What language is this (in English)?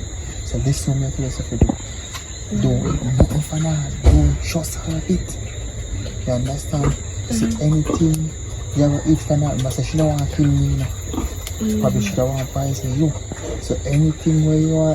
Jamaican Creole English